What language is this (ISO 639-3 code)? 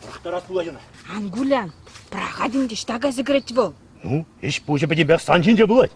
chv